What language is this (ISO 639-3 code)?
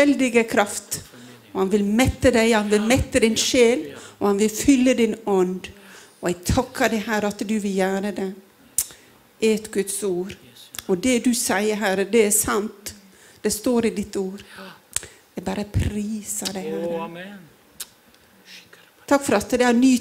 nor